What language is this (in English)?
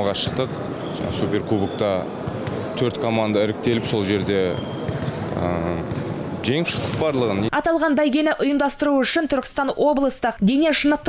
Kazakh